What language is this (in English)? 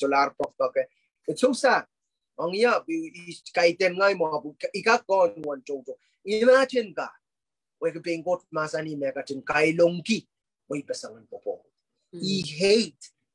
Pohnpeian